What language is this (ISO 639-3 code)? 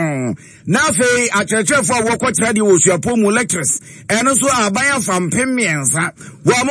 aka